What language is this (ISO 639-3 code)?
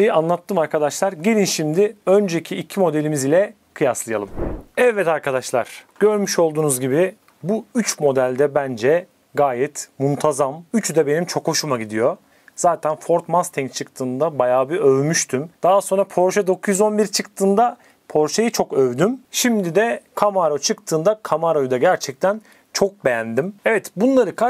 tur